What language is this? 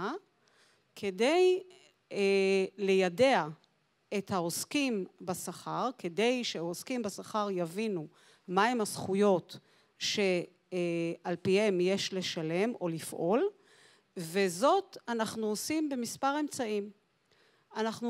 Hebrew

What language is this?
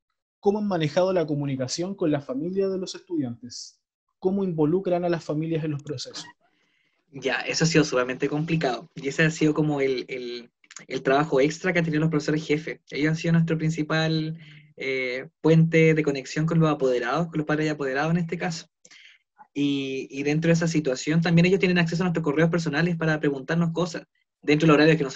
Spanish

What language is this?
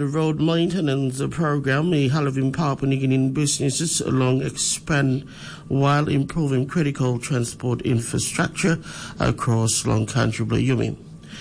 Tok Pisin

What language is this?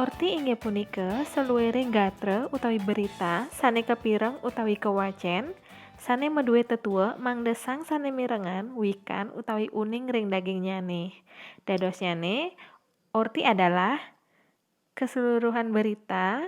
Balinese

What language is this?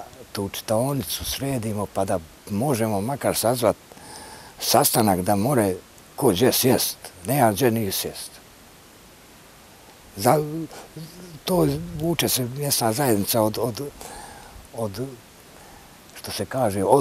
Bosnian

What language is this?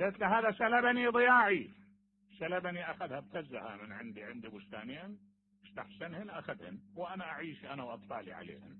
Mesopotamian Arabic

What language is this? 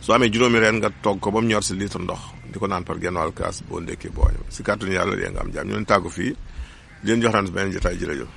Wolof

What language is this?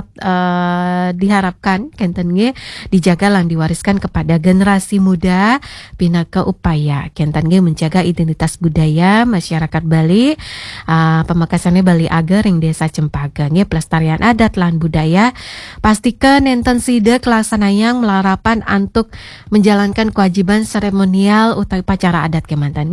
Balinese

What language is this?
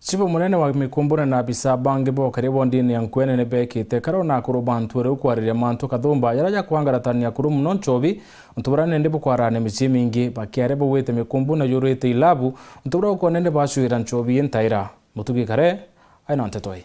Meru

